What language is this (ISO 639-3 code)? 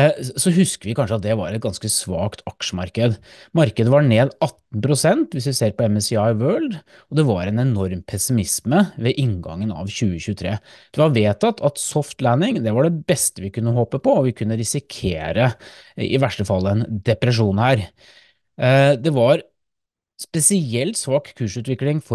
nor